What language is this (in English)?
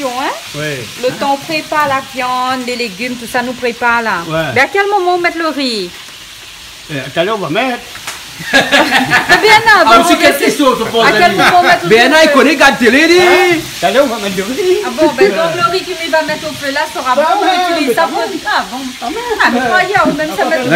Réunion Creole French